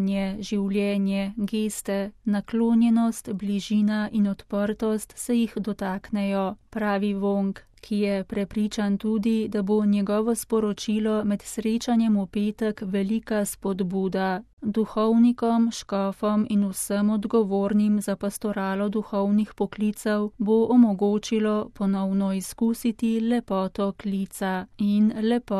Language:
Slovenian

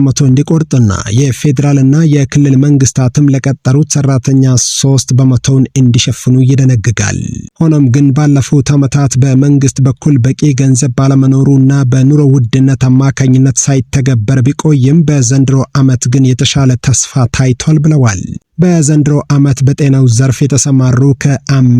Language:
Amharic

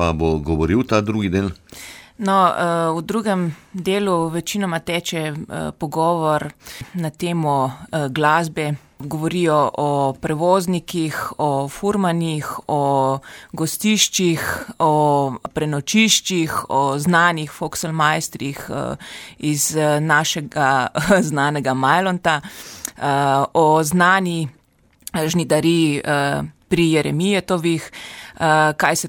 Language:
Slovenian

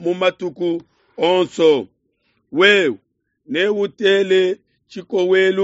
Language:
Luba-Lulua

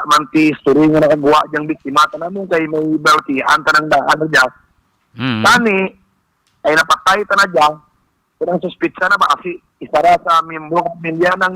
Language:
Hiligaynon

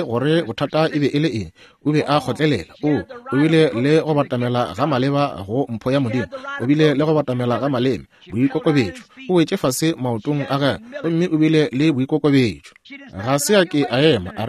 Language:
Northern Sotho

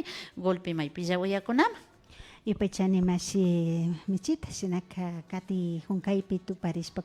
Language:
Imbabura Highland Quichua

